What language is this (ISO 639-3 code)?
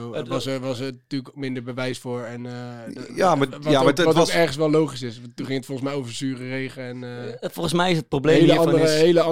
nld